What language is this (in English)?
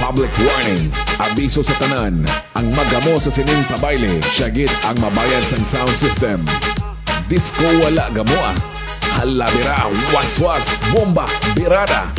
Hiligaynon